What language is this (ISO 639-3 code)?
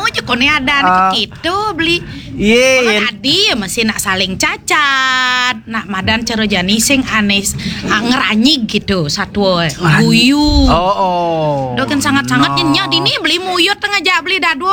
ban